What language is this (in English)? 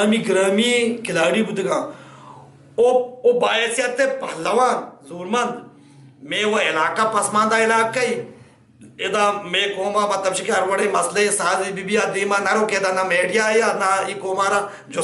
Baluchi